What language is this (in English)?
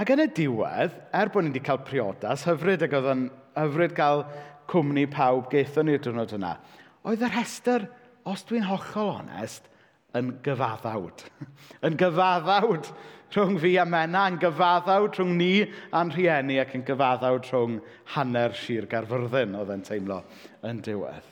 Welsh